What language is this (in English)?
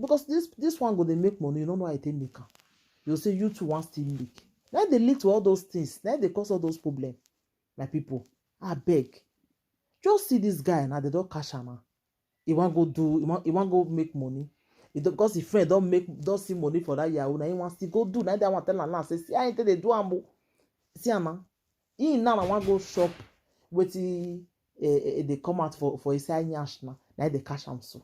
Nigerian Pidgin